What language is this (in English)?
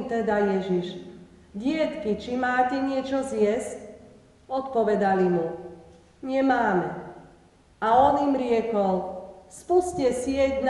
Slovak